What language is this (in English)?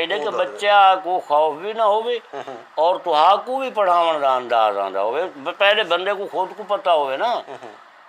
Saraiki